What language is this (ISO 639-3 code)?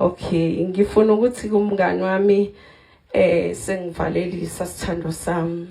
zul